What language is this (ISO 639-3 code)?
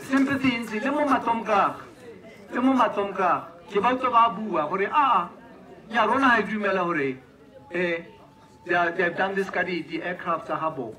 tsn